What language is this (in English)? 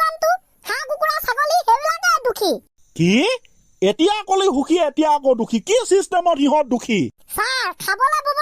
Assamese